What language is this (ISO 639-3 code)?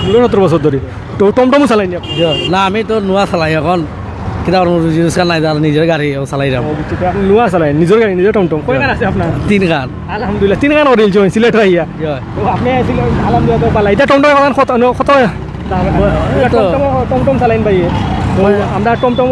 syl